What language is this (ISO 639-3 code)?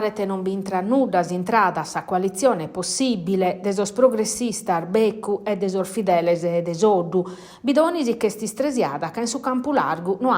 srd